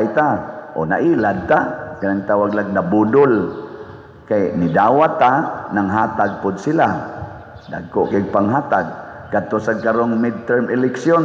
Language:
Cebuano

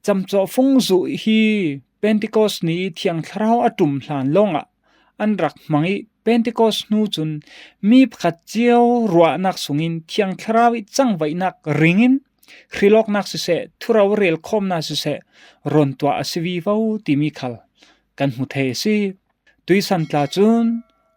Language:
Falam Chin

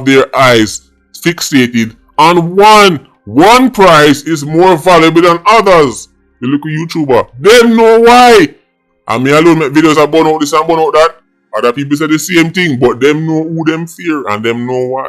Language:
Jamaican Creole English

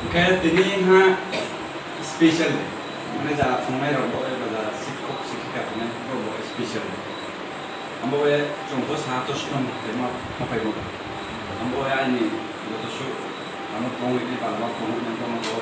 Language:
Riang (India)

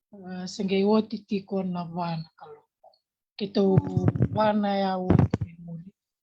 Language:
Fijian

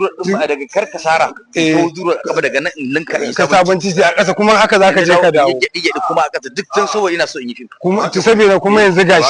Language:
Hausa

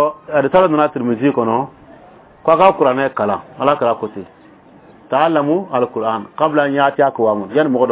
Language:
Bambara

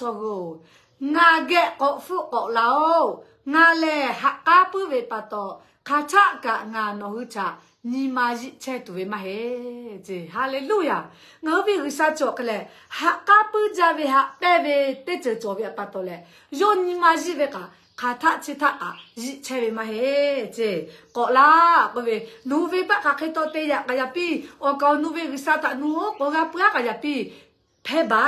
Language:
Lahu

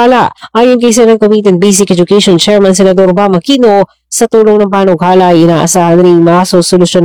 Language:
Filipino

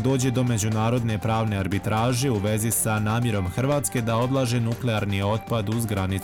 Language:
Bosnian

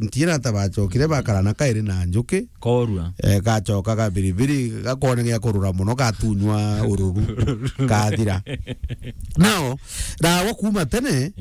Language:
Meru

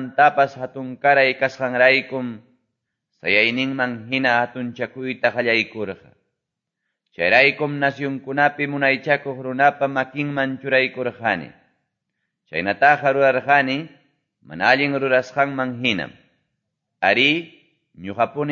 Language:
Ayacucho Quechua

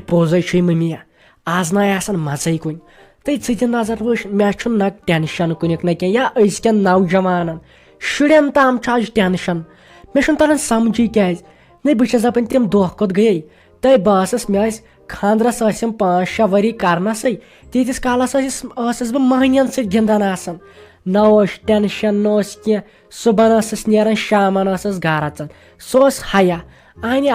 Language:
Kashmiri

